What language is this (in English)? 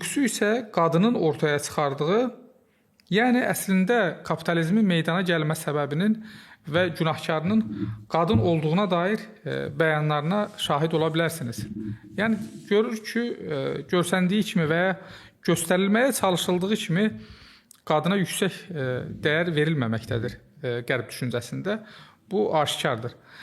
Azerbaijani